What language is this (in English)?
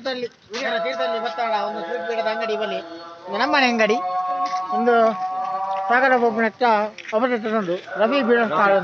Tulu